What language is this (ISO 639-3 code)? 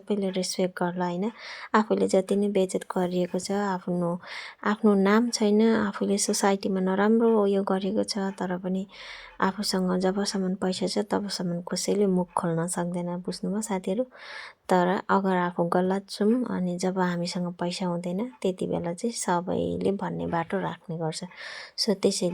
nep